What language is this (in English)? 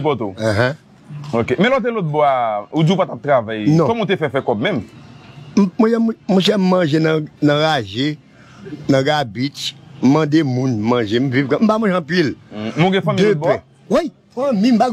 Haitian Creole